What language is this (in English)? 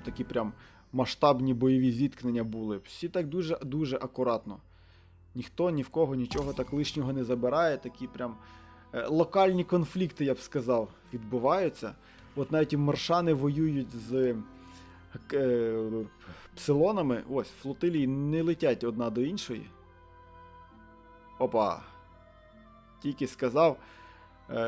Ukrainian